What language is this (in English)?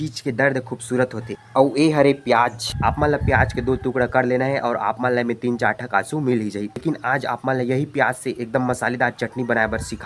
Chhattisgarhi